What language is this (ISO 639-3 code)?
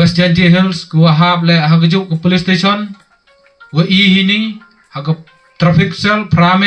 pbv